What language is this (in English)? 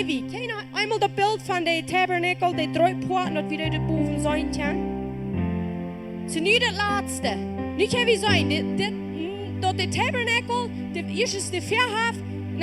Plautdietsch